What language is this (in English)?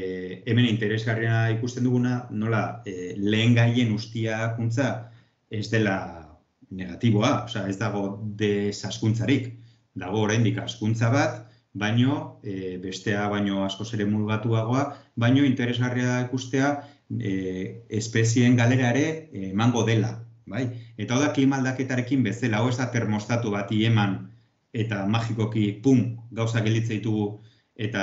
Basque